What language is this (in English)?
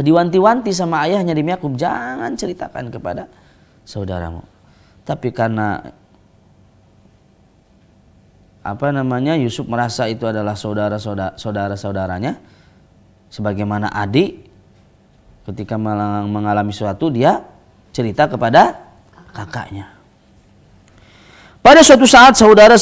Indonesian